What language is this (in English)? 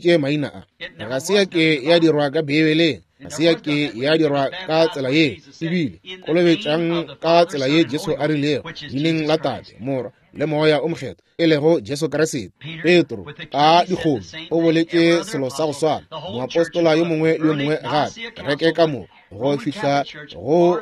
Northern Sotho